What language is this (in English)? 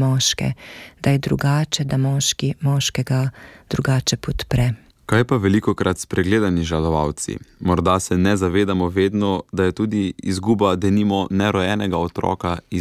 Slovenian